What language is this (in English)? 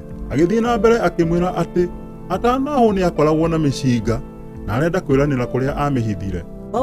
Kikuyu